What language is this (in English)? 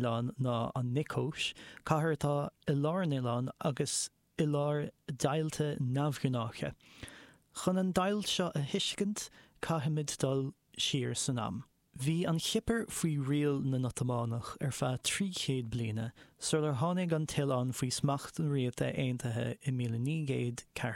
Irish